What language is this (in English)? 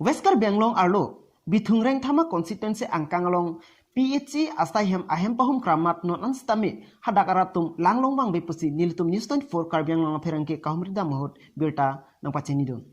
Karbi